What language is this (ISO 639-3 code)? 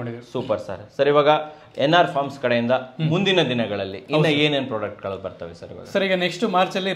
kan